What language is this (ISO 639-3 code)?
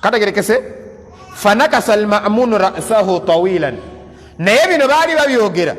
lug